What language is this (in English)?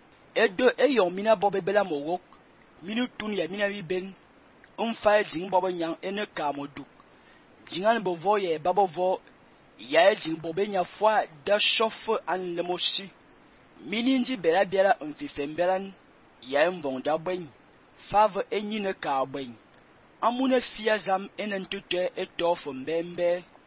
Fang